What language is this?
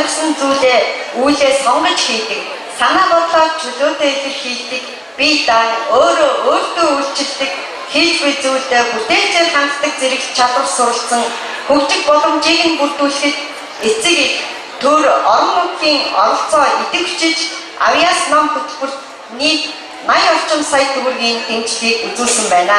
Mongolian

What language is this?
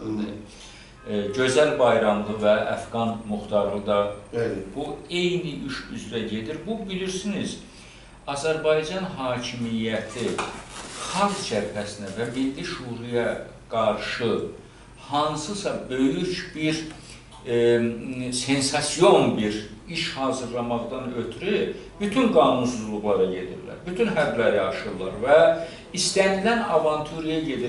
Azerbaijani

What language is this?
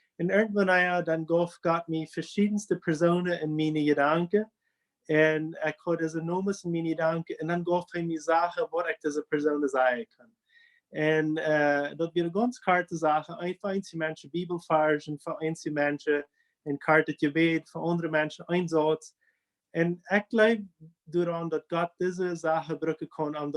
Plautdietsch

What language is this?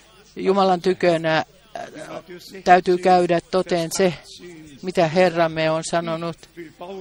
Finnish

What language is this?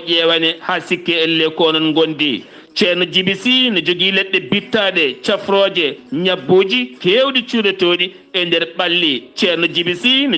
Fula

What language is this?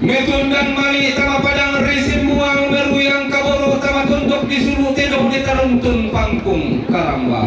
Toraja-Sa'dan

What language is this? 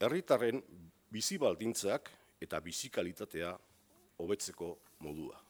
Basque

